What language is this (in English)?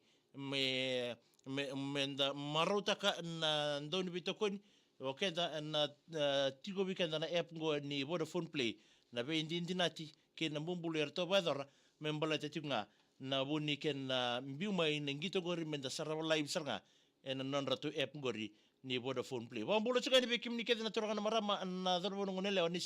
Fijian